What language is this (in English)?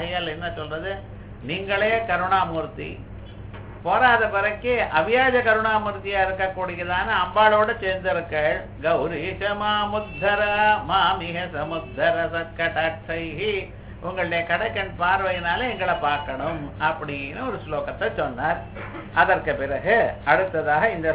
Tamil